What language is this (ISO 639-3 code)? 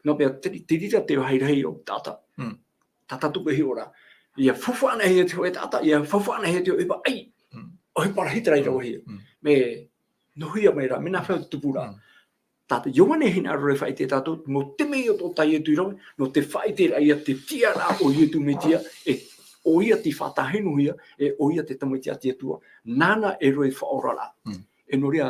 tah